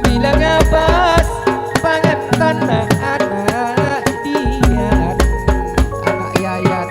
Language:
Madurese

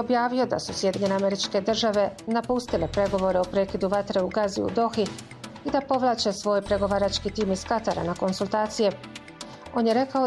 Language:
Bosnian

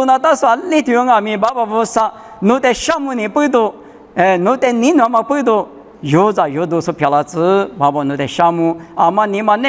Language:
Lisu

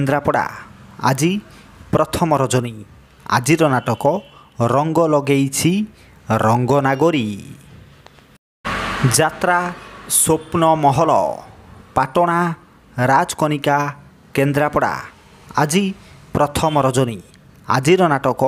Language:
Odia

